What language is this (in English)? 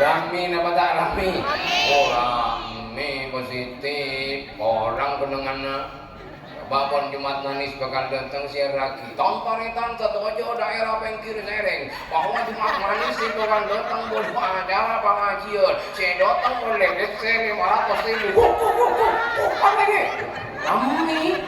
Madurese